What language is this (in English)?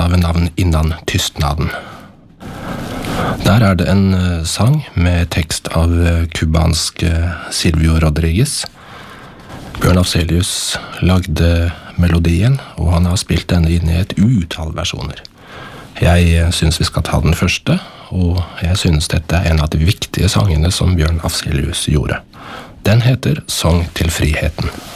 Norwegian